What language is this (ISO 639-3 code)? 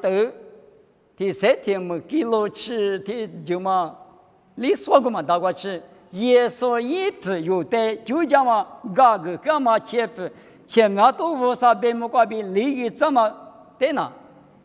lis